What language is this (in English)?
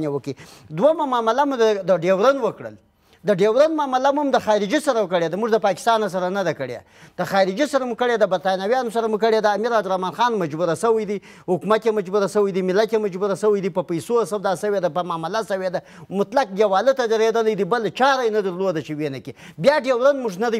Pashto